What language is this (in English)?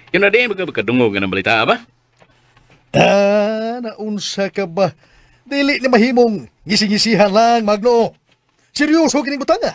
Cebuano